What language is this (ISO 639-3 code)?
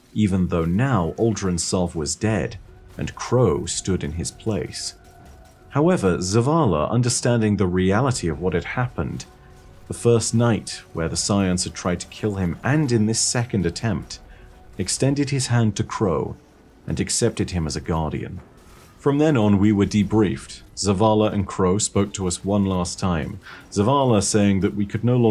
eng